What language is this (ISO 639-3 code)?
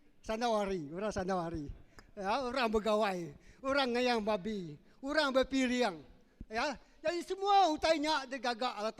iba